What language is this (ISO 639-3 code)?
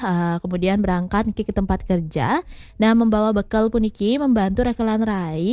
ban